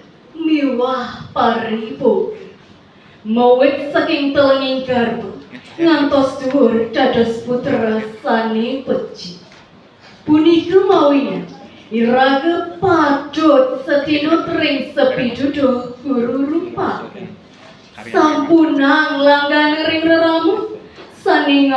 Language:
Balinese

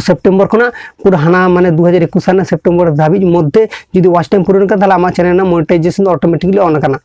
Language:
Santali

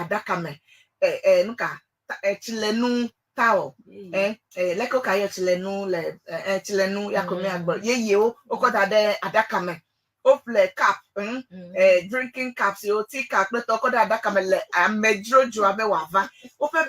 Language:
Ewe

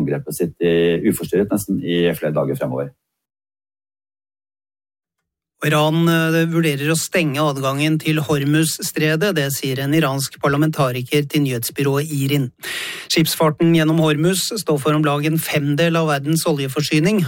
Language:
Norwegian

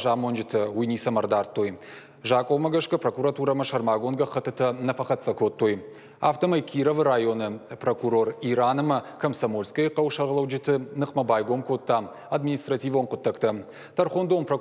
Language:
Ossetic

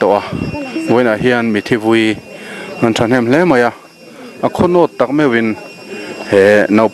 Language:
Mizo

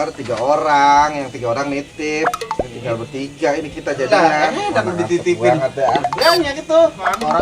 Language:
Betawi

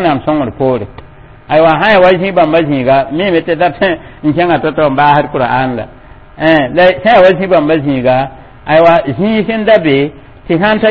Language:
Mossi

